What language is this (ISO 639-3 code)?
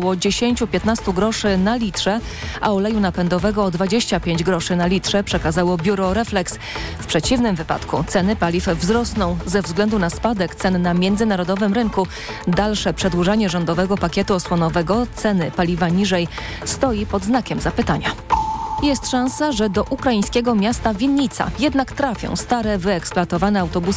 pol